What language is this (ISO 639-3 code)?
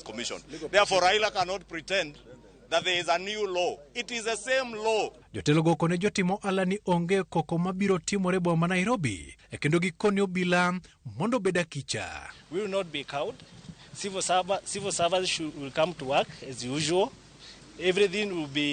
luo